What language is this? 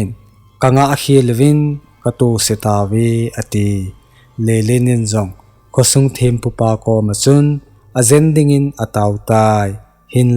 Thado Chin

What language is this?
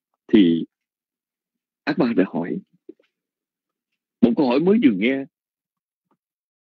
Vietnamese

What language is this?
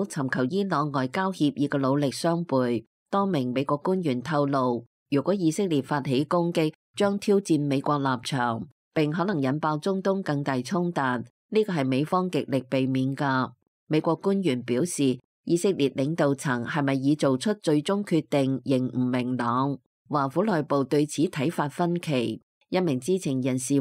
Cantonese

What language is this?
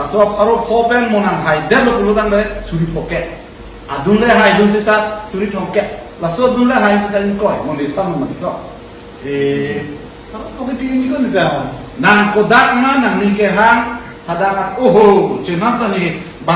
Karbi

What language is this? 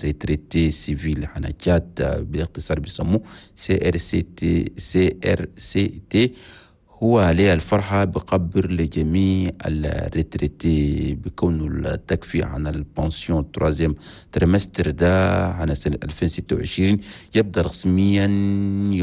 Chadian Arabic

